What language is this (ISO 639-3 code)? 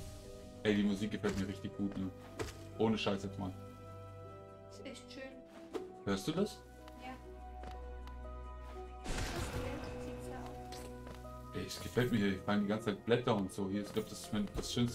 deu